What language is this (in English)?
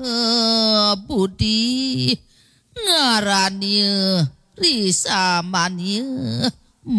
Balinese